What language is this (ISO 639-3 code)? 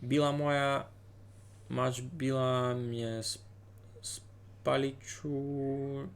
rue